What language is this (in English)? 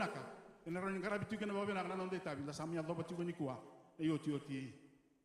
Fijian